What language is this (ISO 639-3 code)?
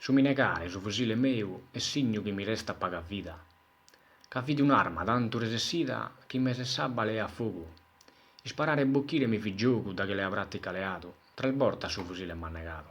srd